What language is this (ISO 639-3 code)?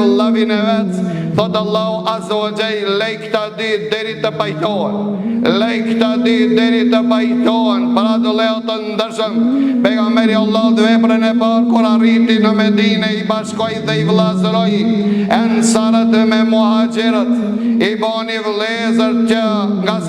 sqi